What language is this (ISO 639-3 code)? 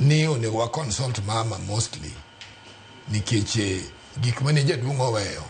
luo